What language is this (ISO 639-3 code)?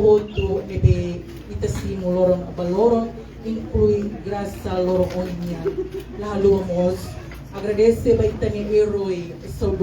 tet